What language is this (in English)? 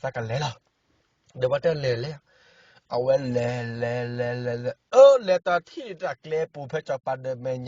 S'gaw Karen